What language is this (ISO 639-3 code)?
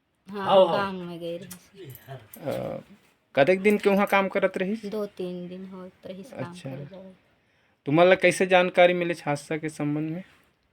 hne